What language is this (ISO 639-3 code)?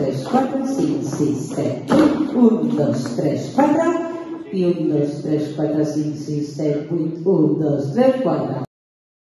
cat